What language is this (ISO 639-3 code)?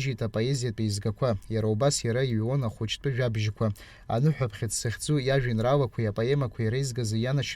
abk